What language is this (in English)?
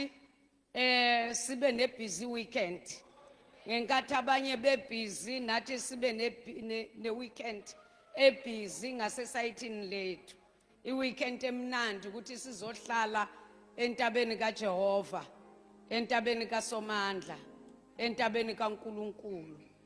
Zulu